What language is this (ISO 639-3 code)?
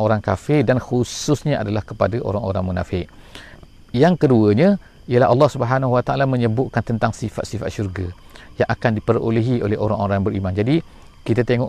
msa